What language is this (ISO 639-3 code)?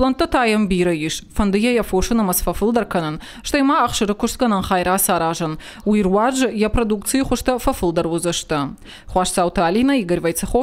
oss